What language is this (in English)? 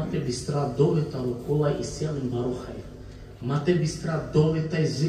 Balkan Romani